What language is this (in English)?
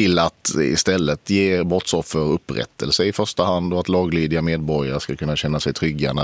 Swedish